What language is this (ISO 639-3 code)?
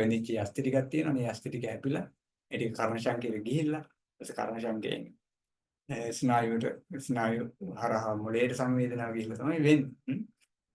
sin